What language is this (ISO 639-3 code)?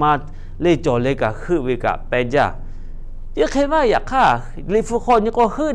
lhu